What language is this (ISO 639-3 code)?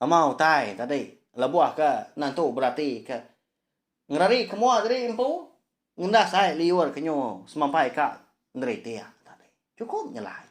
iba